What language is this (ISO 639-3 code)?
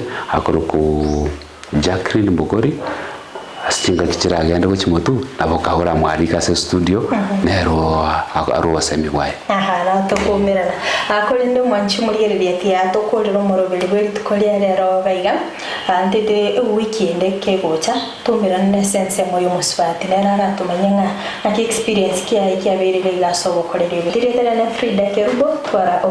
guz